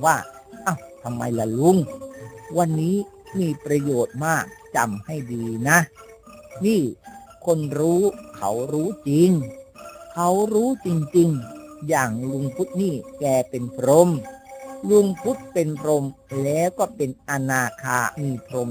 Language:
Thai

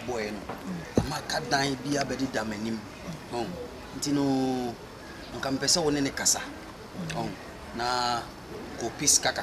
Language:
Akan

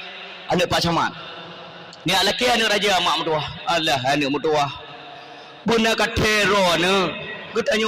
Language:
Achinese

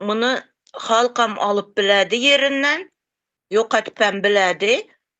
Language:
Turkmen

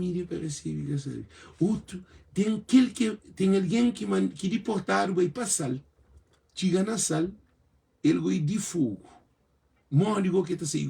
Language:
Kabuverdianu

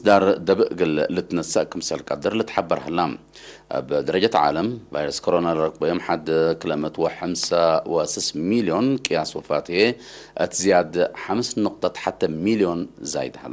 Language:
Tigre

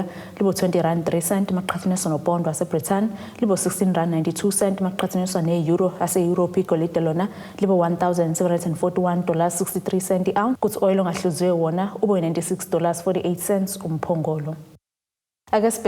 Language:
Zulu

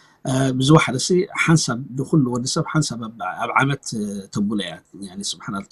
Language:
Tigrinya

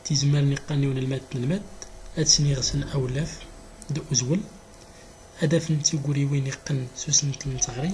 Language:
Central Atlas Tamazight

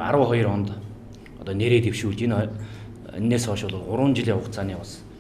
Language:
Mongolian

